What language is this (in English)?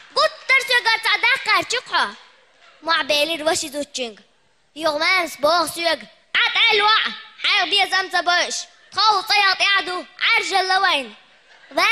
Chechen